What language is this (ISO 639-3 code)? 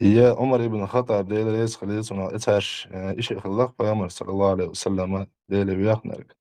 che